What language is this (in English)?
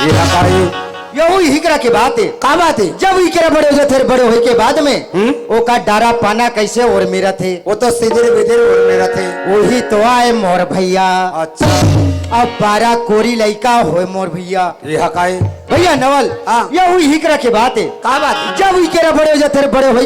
Chhattisgarhi